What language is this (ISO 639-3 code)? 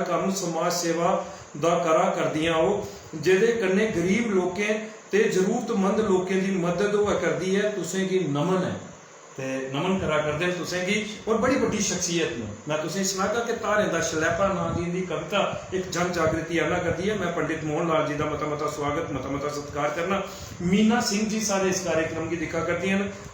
doi